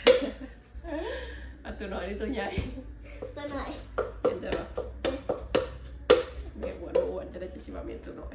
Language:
Lao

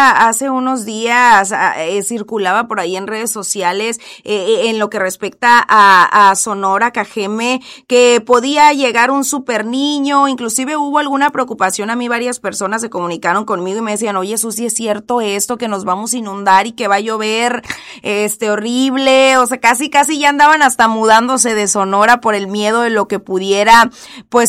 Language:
Spanish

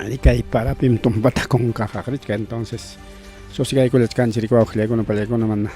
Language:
Ayacucho Quechua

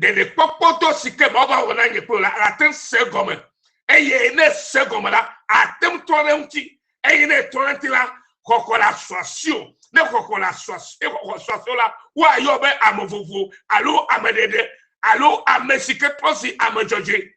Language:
Ewe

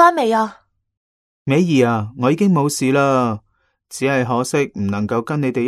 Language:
Cantonese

